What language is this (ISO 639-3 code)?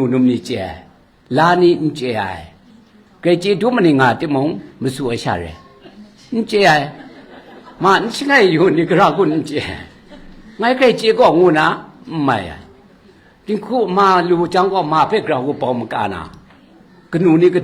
kac